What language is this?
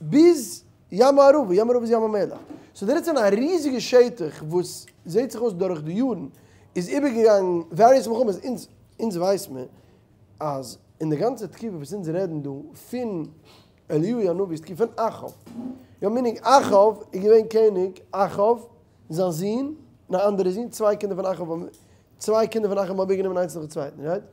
Yiddish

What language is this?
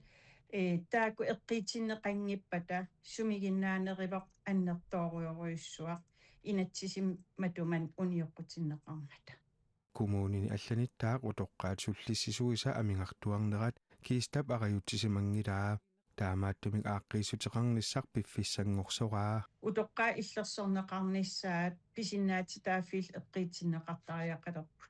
Kalaallisut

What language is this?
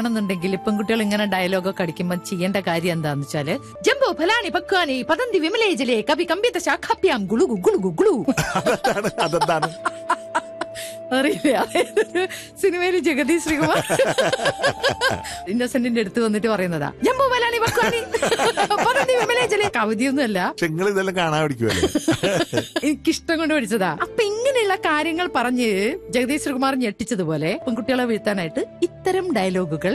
Malayalam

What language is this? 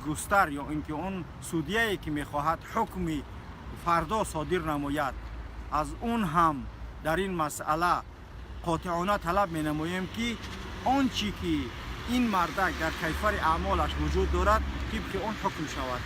Tajik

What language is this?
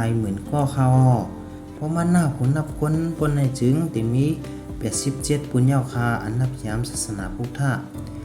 Shan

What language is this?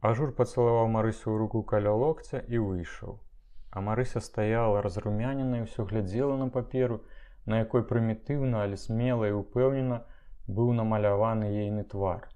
Belarusian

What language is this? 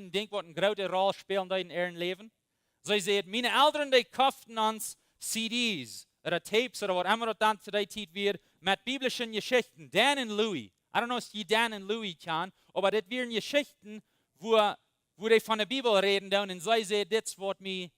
Plautdietsch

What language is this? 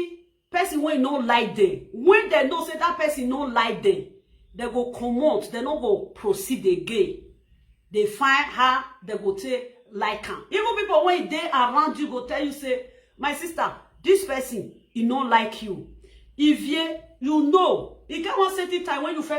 Nigerian Pidgin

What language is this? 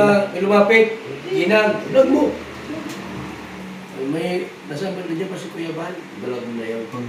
Filipino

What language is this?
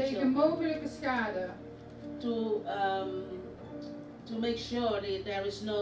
Dutch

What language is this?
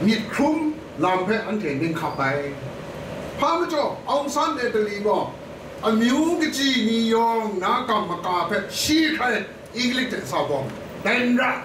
Kachin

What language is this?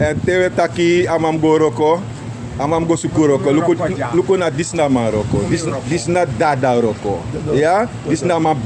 Sranan Tongo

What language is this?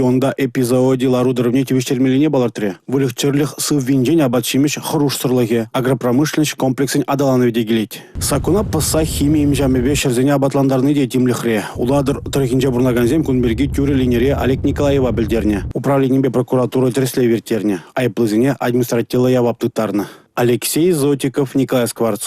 Chuvash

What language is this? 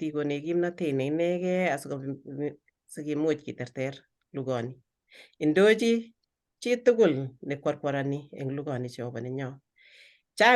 Kalenjin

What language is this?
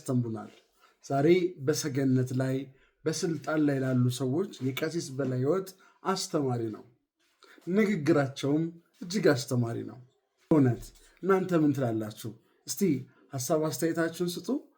Amharic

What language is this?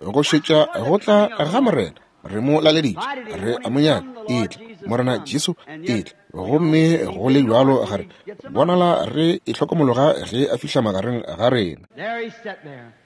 Northern Sotho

